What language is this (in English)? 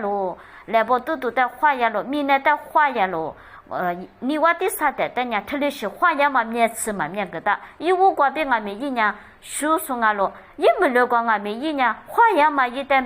Lisu